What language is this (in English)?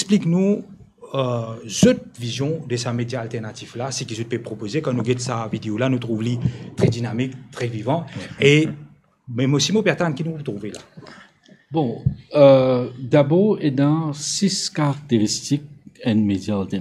Morisyen